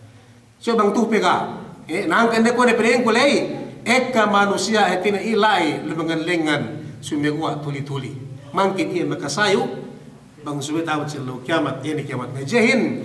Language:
Yakan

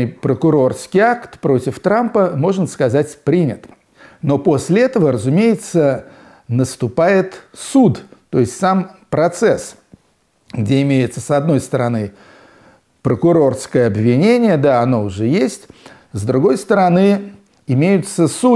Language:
Russian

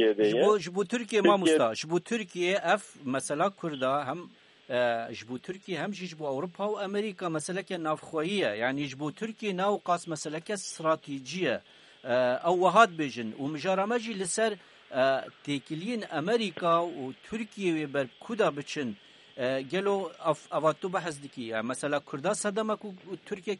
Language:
Kurdish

